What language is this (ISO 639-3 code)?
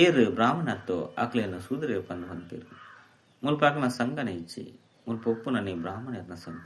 tcy